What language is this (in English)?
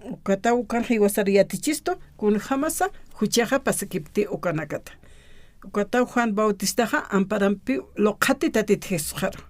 Aymara